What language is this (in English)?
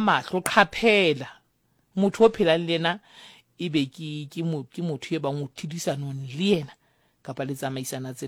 Southern Sotho